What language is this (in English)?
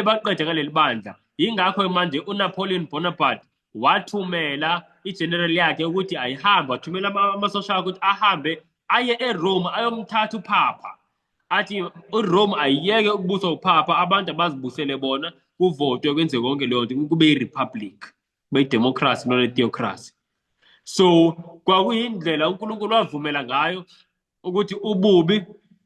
Zulu